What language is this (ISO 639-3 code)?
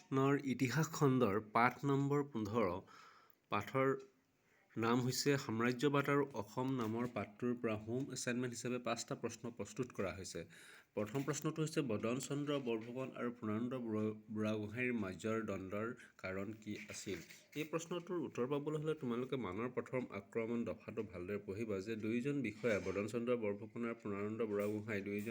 asm